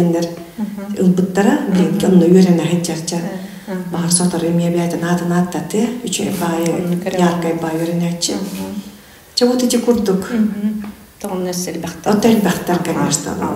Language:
Yakut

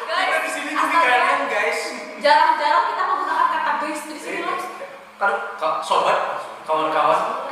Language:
Banjar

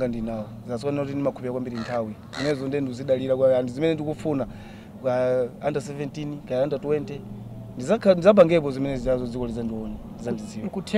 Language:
Nyanja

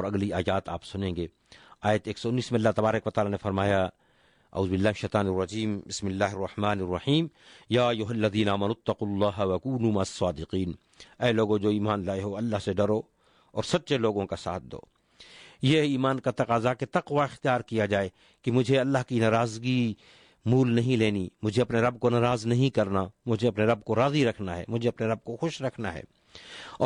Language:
Urdu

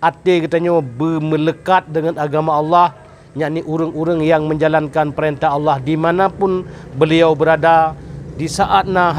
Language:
Achinese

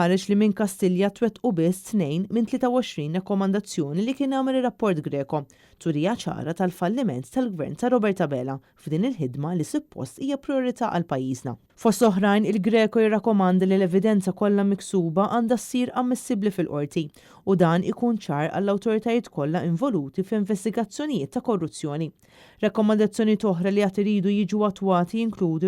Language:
Maltese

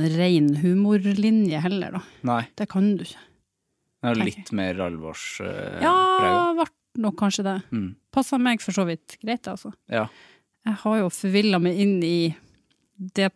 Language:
Norwegian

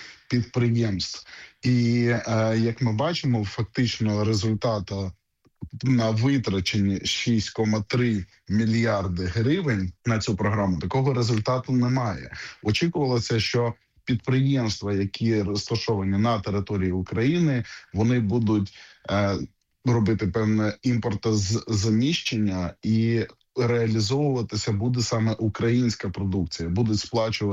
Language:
Ukrainian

